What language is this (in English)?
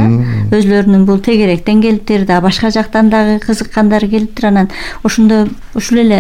Kyrgyz